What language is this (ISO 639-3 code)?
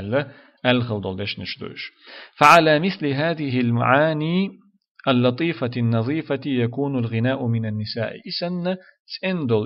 che